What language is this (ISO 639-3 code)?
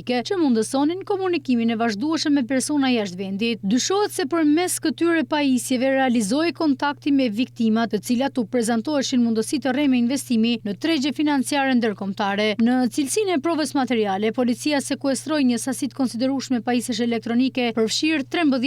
sqi